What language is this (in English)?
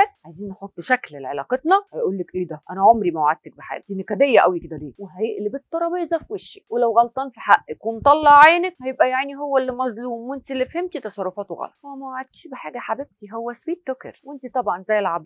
Egyptian Arabic